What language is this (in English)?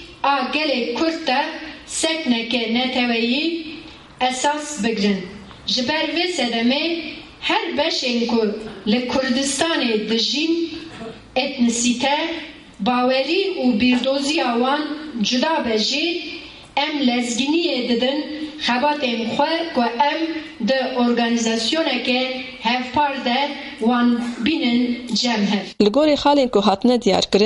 Kurdish